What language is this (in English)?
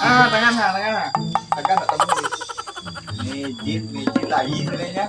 Minangkabau